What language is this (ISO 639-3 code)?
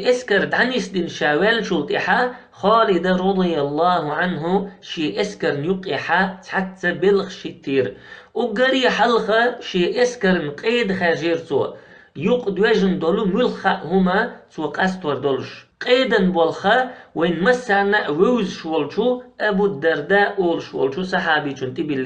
che